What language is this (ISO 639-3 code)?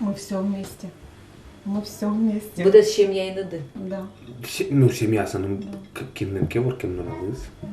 udm